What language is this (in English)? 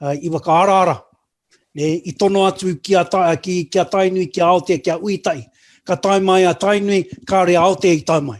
Māori